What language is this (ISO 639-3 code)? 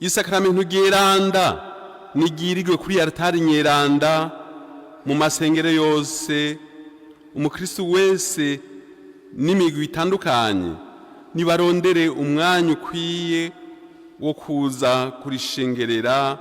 run